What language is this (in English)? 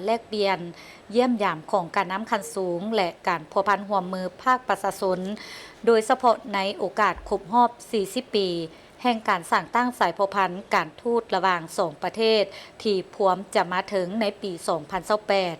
Lao